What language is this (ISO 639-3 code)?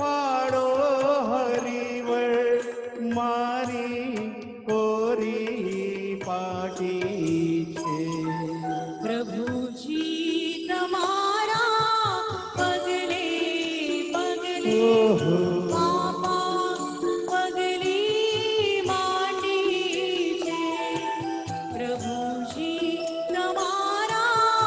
guj